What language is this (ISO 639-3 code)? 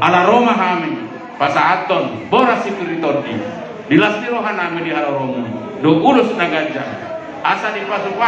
bbc